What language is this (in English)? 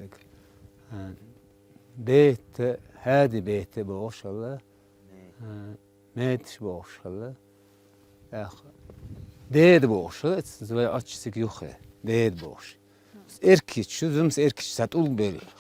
Chechen